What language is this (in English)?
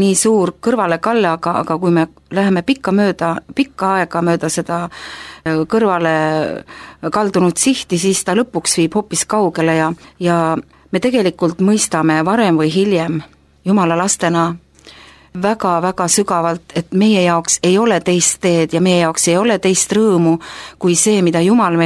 Estonian